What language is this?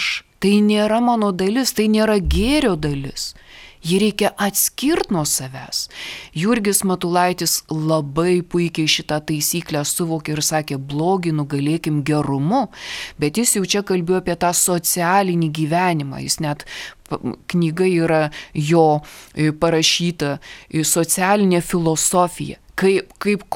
Lithuanian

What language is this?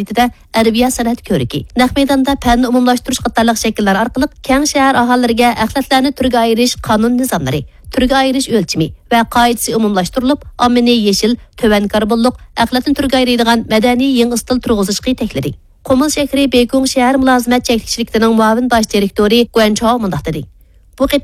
Uyghur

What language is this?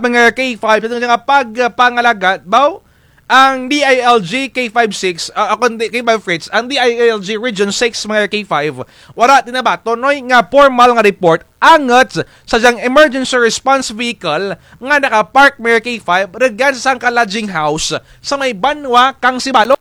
Kinaray-a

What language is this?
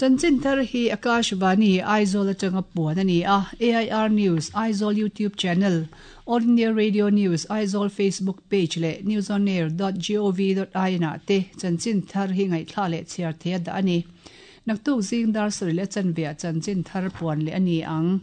Mizo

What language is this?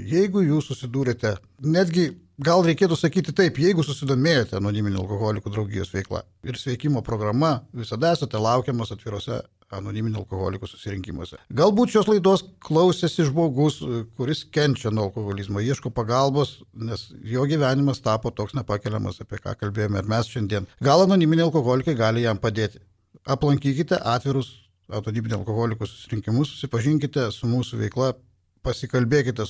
Lithuanian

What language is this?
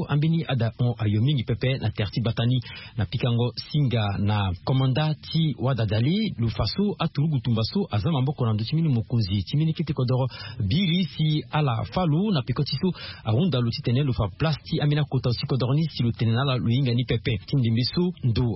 Sango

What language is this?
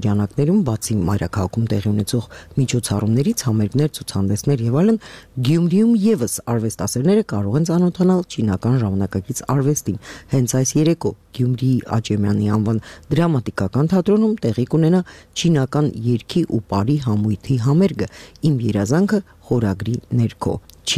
Armenian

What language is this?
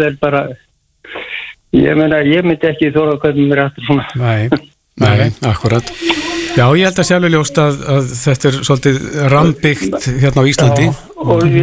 Icelandic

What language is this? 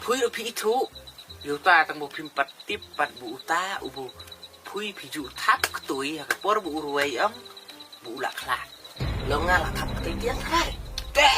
Khasi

